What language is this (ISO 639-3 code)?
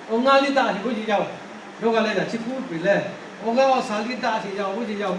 lhu